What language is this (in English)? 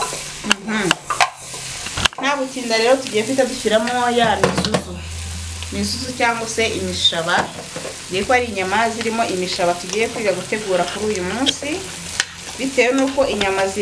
Kinyarwanda